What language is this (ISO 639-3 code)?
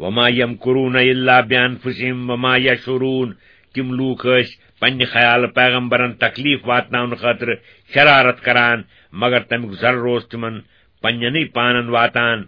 kas